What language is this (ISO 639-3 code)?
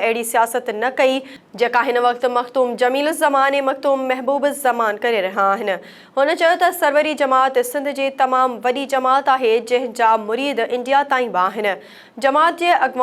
snd